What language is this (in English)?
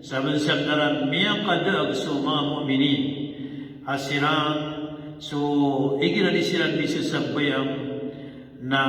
Maranao